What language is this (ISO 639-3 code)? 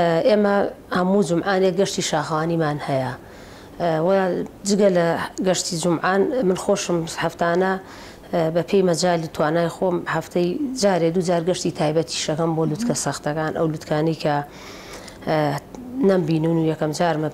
ckb